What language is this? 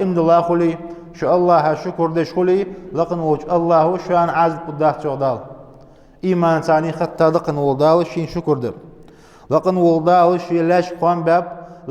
Ingush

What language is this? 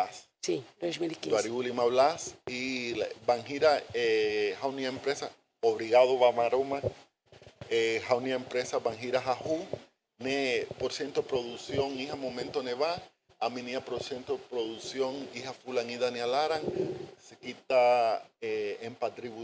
Tetum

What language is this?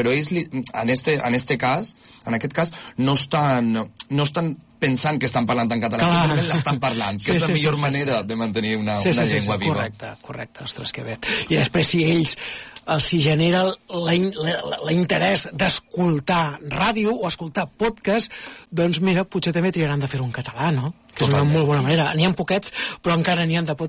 Catalan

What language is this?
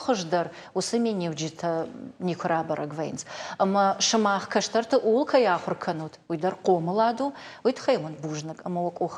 Ossetic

